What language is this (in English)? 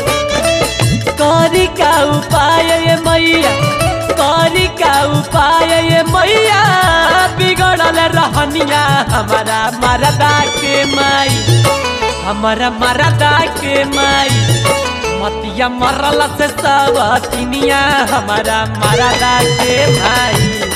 Bhojpuri